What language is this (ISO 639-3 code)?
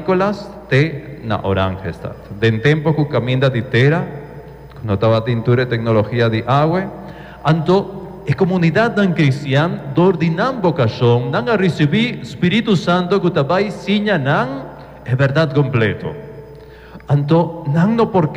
pap